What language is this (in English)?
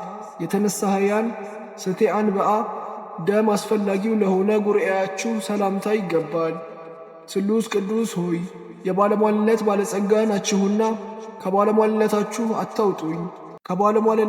Amharic